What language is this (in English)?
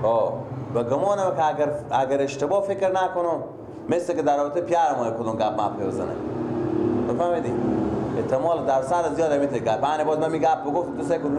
Persian